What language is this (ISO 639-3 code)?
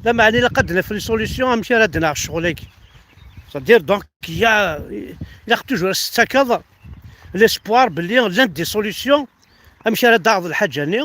kab